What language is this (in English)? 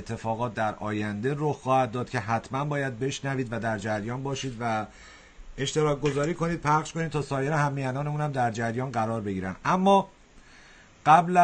Persian